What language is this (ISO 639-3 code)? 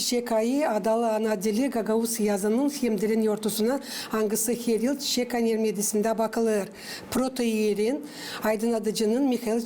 gag